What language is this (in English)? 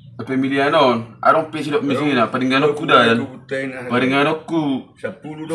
Batak Toba